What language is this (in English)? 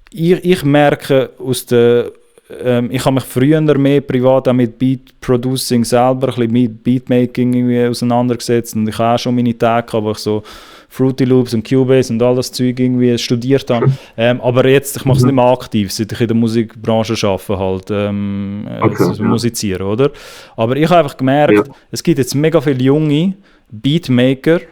Swiss German